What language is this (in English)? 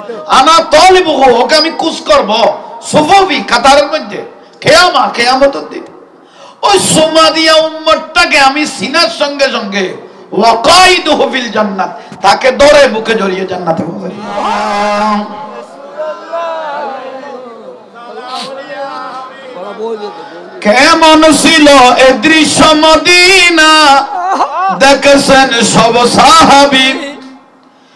Bangla